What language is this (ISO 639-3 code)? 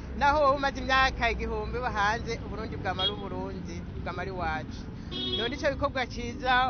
run